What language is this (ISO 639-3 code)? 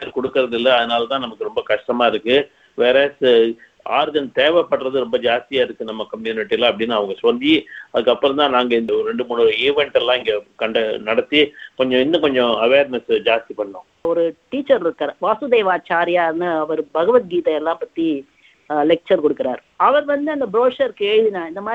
tam